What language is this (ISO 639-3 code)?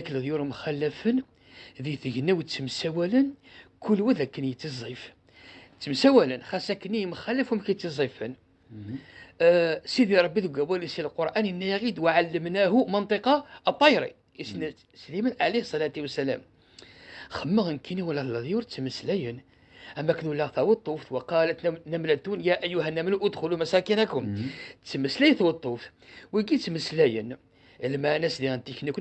kab